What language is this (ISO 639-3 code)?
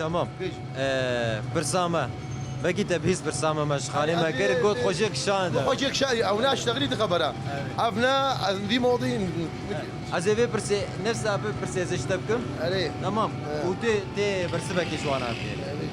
kur